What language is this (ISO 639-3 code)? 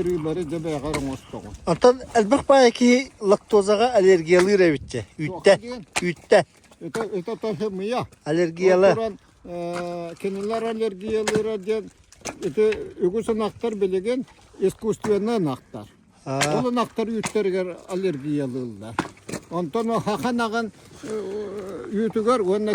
sah